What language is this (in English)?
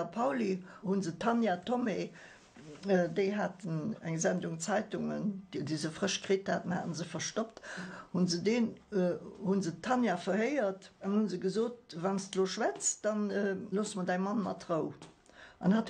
Luxembourgish